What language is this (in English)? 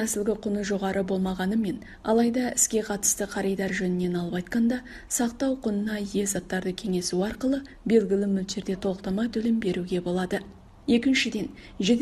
Kazakh